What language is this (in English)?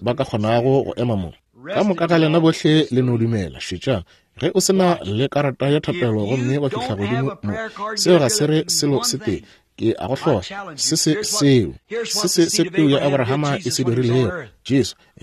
Northern Sotho